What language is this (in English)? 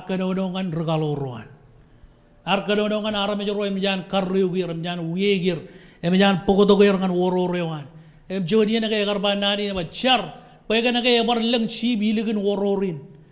Marshallese